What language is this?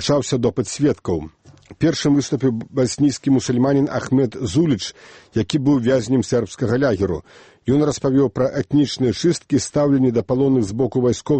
Belarusian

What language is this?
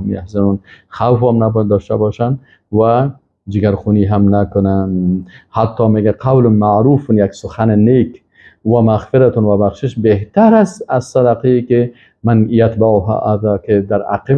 Persian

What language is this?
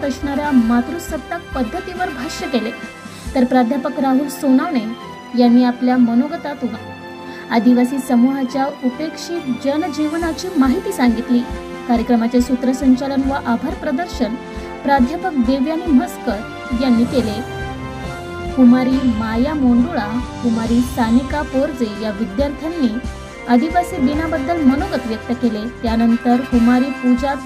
Marathi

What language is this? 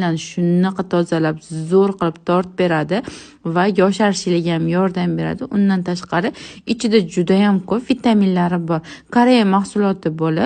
Uzbek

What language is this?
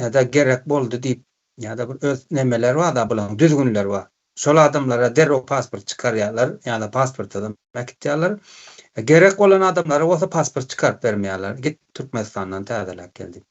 Turkmen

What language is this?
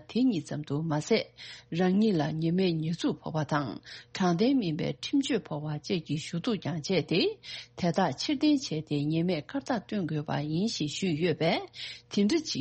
Tibetan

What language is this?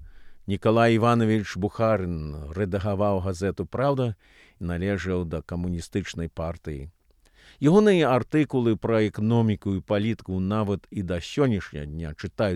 Belarusian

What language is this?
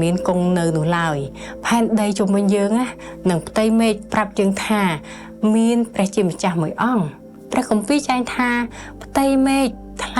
Khmer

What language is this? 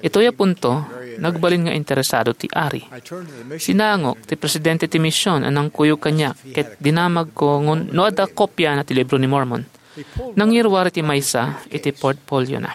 Iloko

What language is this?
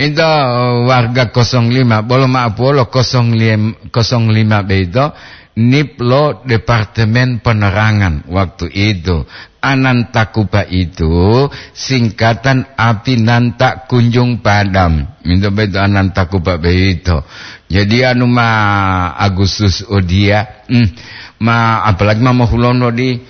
Gorontalo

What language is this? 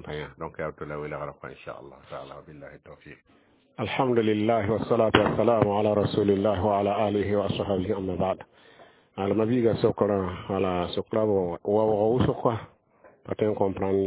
Mossi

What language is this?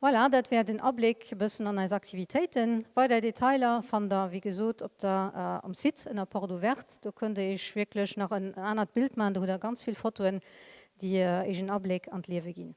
Luxembourgish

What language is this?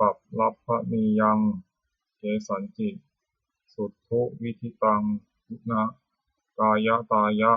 Pali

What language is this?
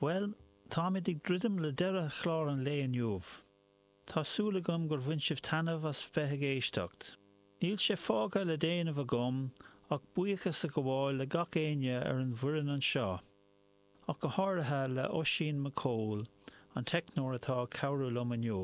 Irish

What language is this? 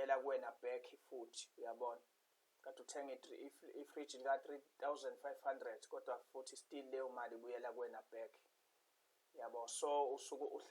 Zulu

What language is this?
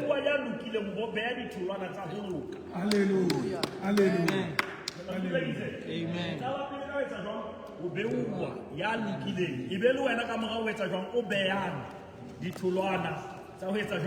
Southern Sotho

